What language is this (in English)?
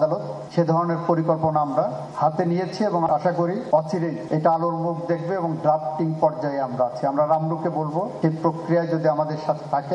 Bangla